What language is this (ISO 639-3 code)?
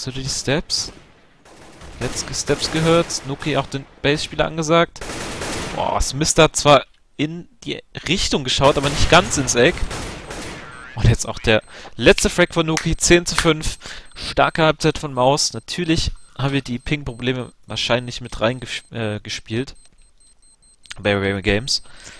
deu